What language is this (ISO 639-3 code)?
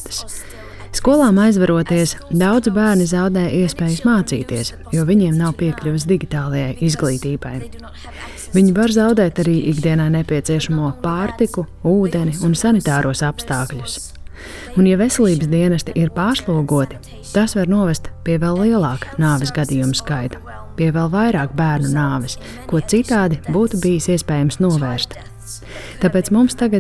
lav